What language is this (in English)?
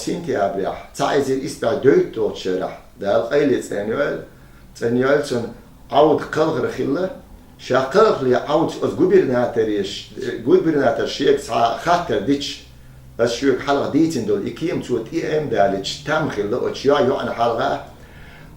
Chechen